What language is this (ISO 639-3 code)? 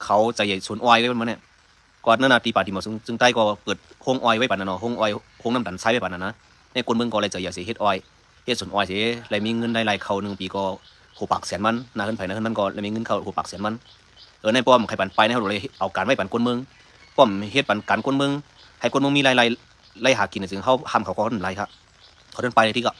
shn